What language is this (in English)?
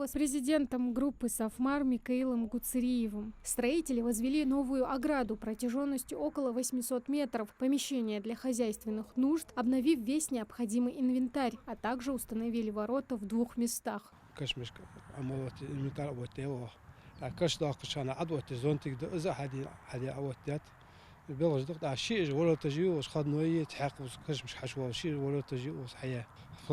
Ingush